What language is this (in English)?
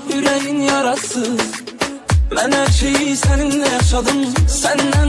Turkish